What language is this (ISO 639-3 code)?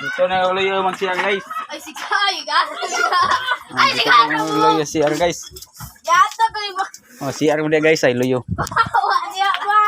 ceb